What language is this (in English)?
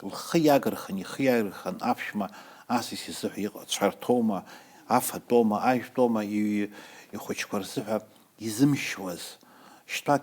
Abkhazian